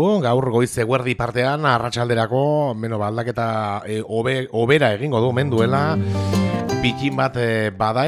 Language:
Basque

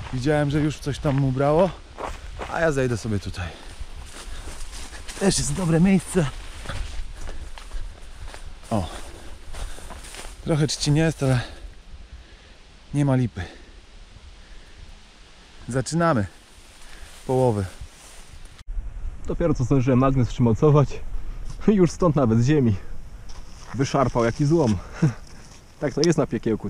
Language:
Polish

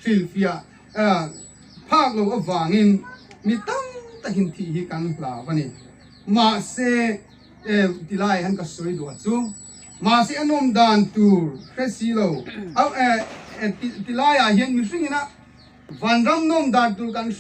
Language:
Hmar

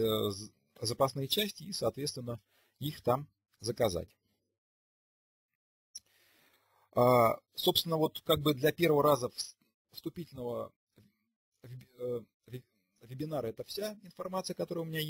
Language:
Russian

